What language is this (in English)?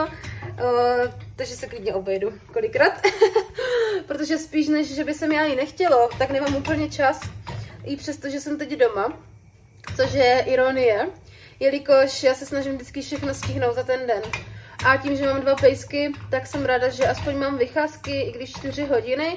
Czech